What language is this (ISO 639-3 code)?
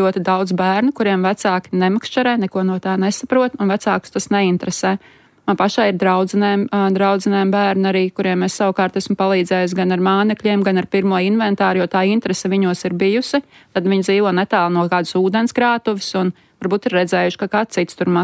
lav